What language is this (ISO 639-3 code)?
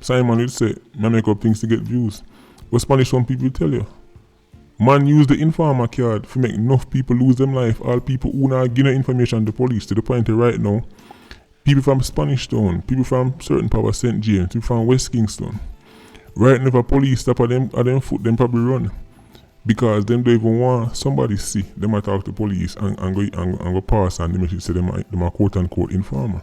jam